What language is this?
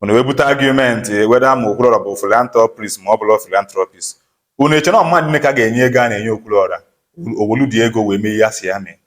Igbo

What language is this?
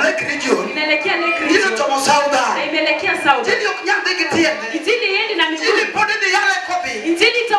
Luo (Kenya and Tanzania)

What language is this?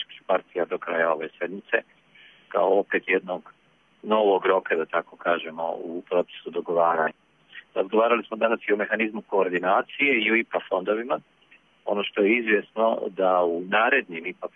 Bosnian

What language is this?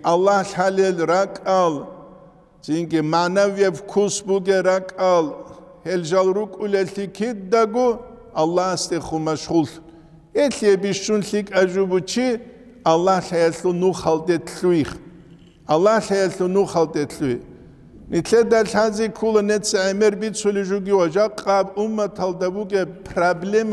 Avaric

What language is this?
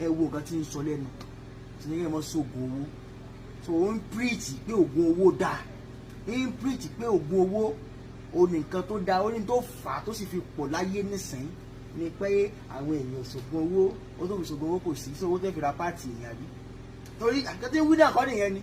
Yoruba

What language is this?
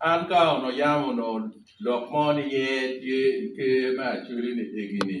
Acoli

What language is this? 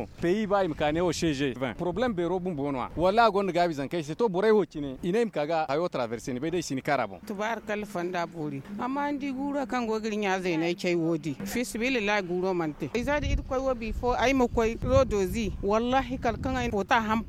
Zarma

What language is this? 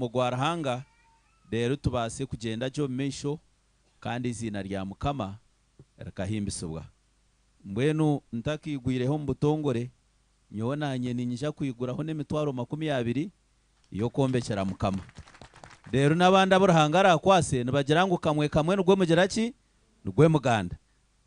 Nyankole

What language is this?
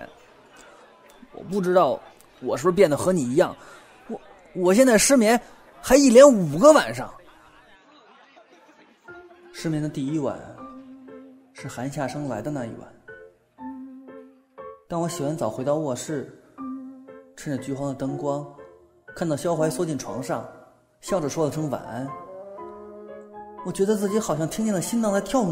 Chinese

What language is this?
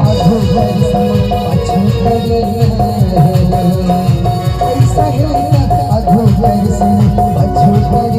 Chhattisgarhi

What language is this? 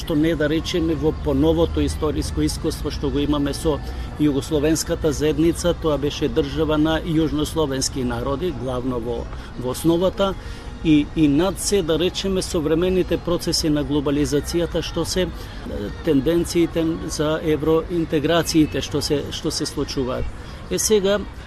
Macedonian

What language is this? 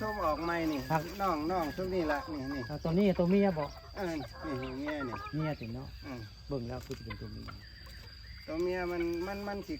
Northeastern Thai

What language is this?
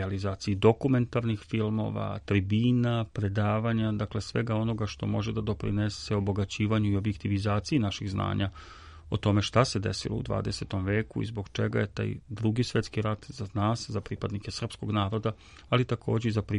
Serbian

